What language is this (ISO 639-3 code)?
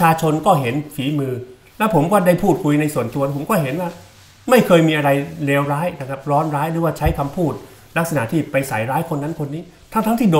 tha